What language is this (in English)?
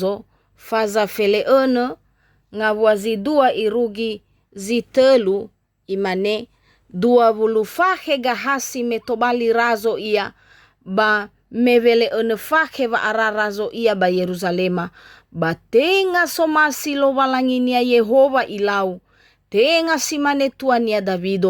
Nias